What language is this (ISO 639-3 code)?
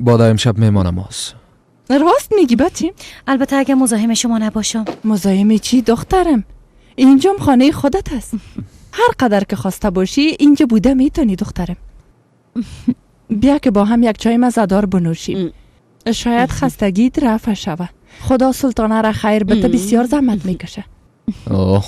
fas